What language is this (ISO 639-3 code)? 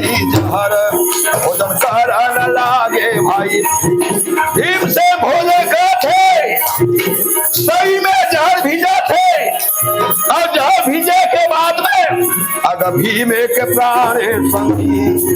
hne